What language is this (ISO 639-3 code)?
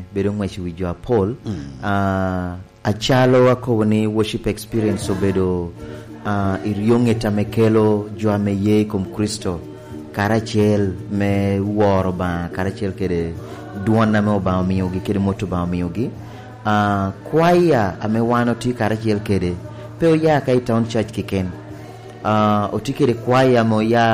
laj